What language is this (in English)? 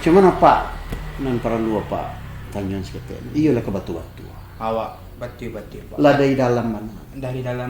Minangkabau